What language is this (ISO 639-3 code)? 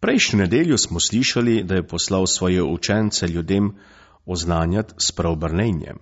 slv